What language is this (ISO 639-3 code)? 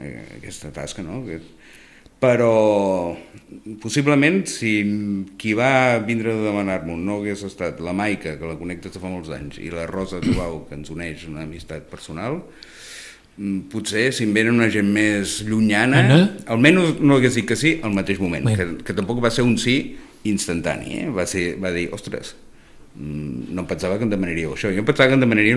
cat